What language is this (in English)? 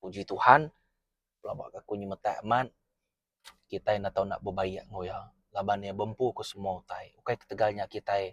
Iban